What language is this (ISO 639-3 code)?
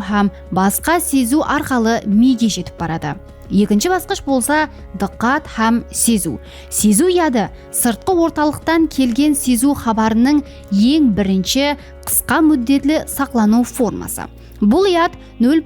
kaa